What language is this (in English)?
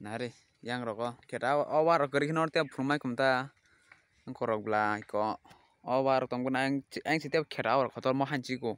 Kok Borok